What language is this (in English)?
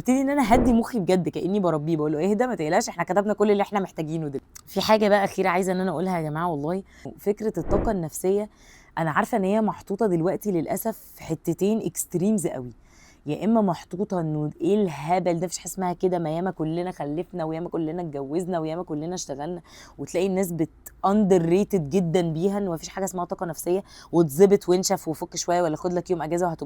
Egyptian Arabic